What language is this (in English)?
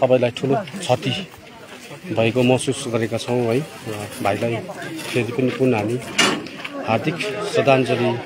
Nepali